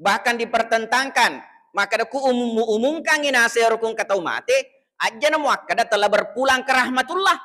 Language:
Buginese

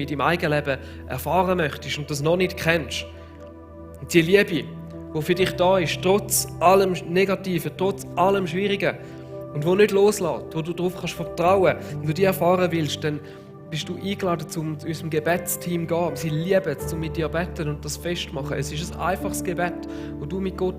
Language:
Swiss German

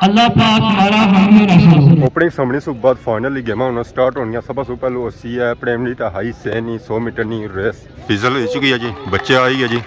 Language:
Pahari-Potwari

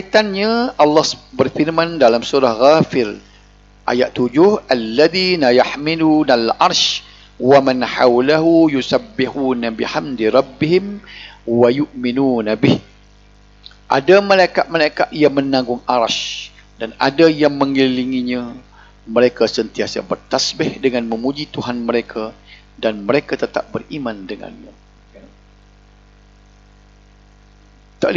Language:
Malay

